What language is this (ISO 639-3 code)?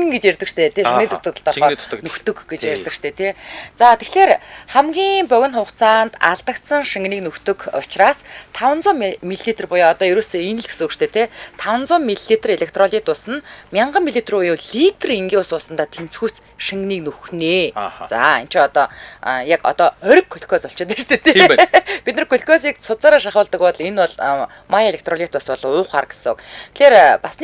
mon